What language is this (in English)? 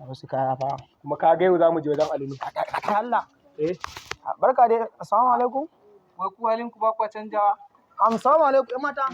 Hausa